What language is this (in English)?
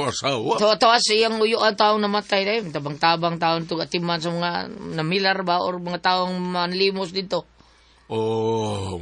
Cebuano